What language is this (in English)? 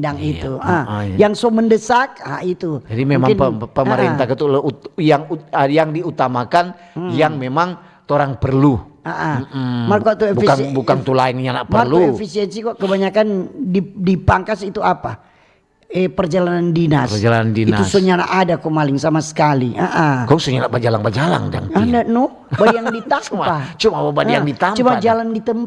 Manado Malay